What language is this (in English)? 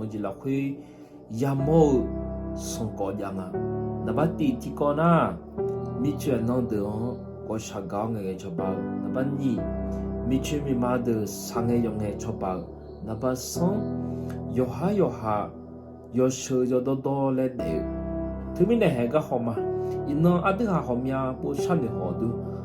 Akha